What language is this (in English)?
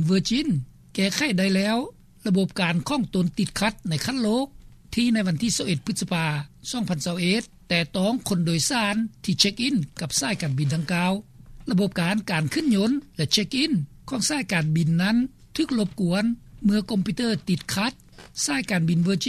Lao